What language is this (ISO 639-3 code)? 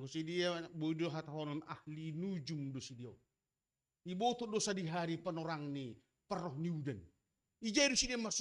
bts